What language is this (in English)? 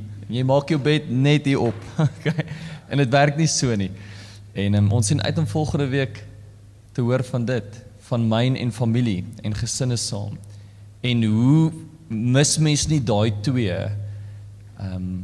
Afrikaans